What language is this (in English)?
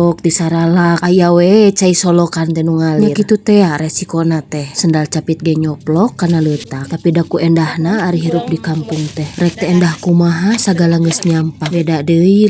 Sundanese